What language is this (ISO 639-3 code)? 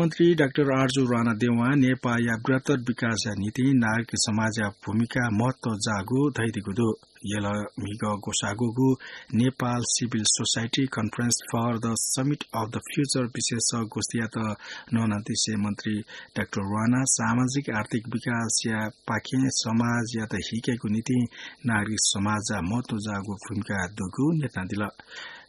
new